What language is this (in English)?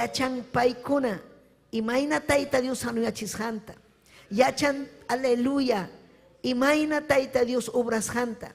Ayacucho Quechua